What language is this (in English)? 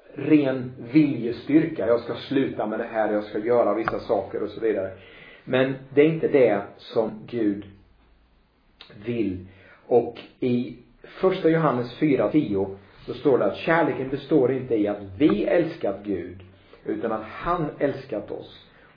Swedish